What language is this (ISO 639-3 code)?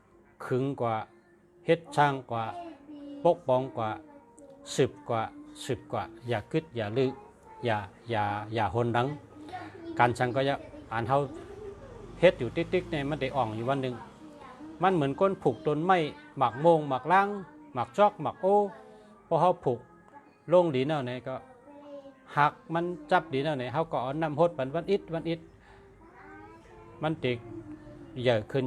shn